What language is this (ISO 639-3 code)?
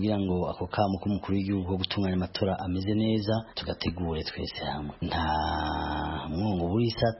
kin